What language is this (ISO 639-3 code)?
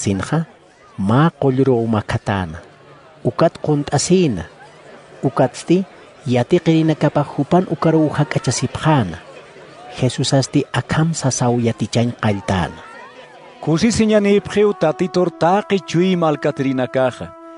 aym